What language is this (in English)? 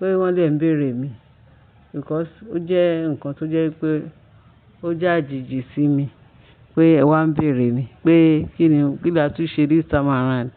Yoruba